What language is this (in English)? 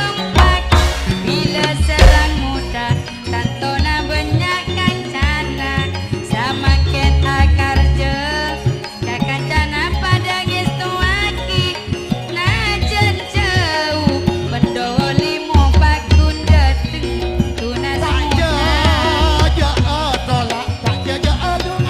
Madurese